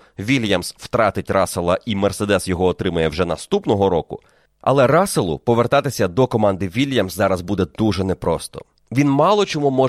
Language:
Ukrainian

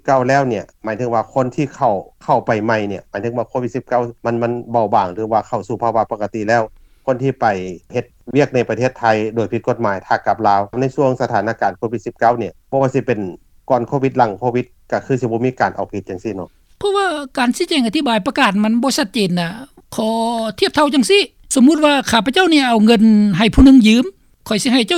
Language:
Lao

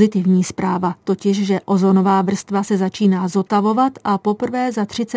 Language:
Czech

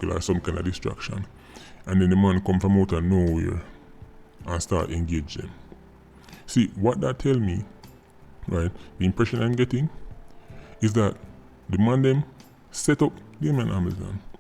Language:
Jamaican Creole English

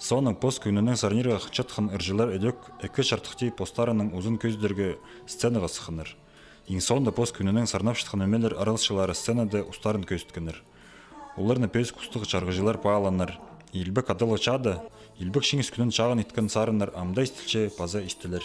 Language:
Khakas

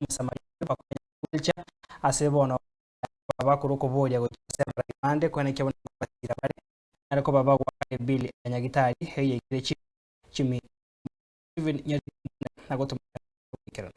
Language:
Gusii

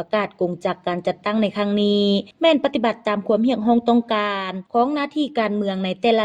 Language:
Lao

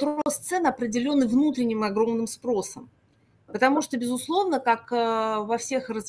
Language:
Russian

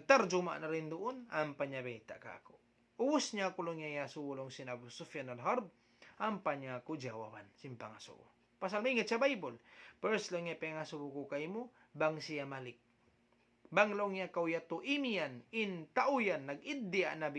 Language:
Tausug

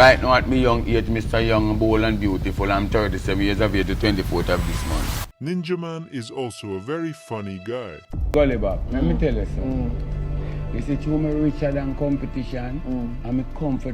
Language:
Jamaican Creole English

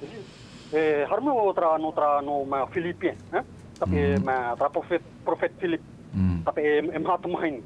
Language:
Tahitian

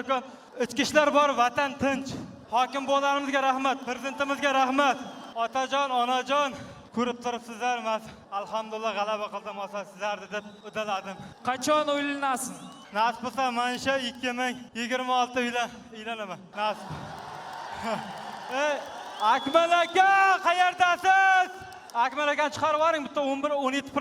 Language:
Uzbek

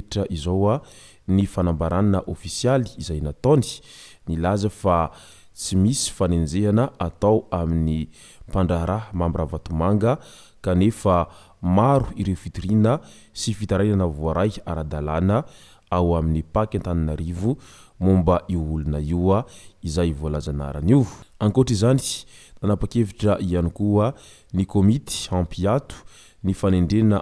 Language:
Malagasy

